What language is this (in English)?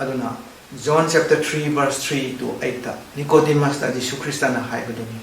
Manipuri